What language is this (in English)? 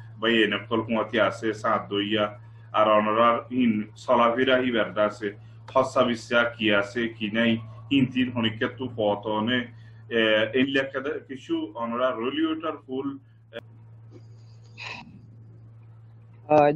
Bangla